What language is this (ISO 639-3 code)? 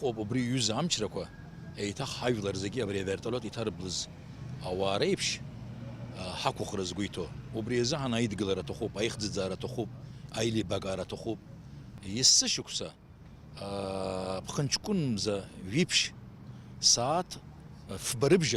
abk